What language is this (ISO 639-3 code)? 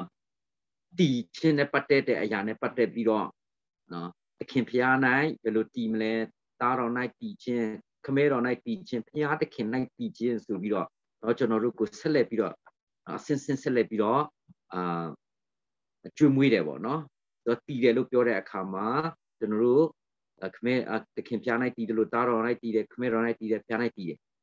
mya